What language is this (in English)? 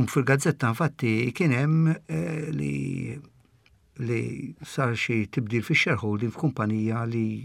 Maltese